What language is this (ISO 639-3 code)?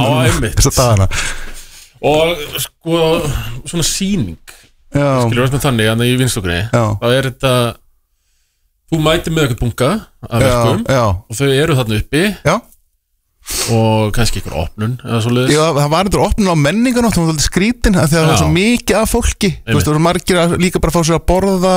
isl